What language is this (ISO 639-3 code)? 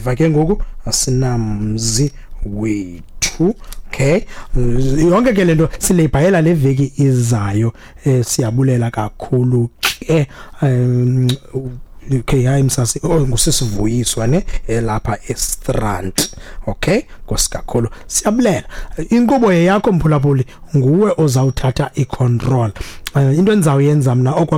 xho